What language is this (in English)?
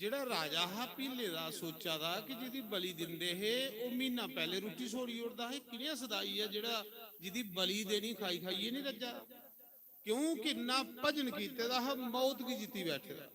Dogri